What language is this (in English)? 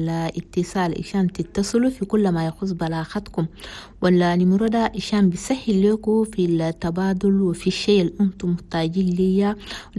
Chadian Arabic